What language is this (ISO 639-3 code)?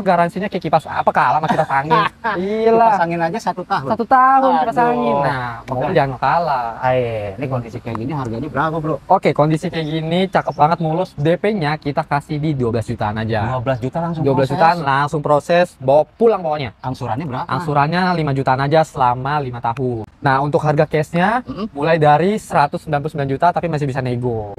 ind